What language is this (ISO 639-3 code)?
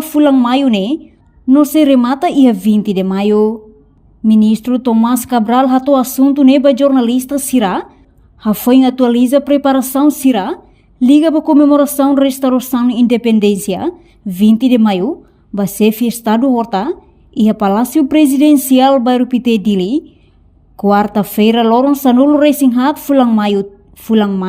tet